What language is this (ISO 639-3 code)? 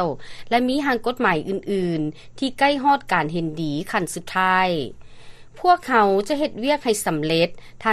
lao